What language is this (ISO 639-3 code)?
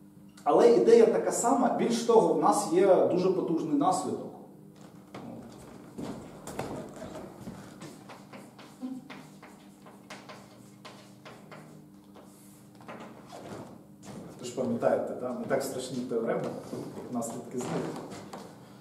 ukr